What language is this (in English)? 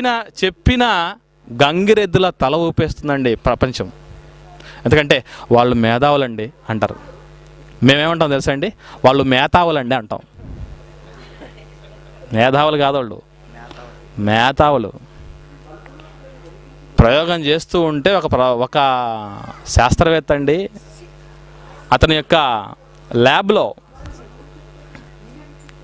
Telugu